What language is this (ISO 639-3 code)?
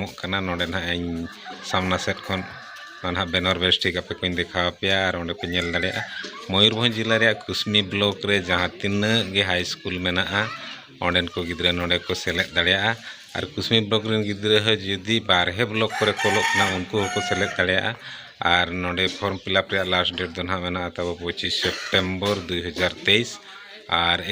sat